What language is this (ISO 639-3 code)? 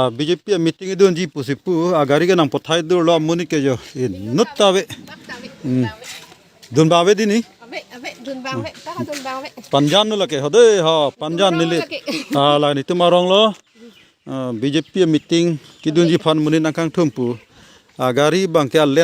mjw